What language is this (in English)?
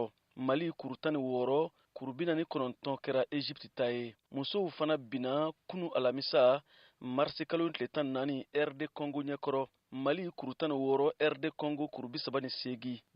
Bambara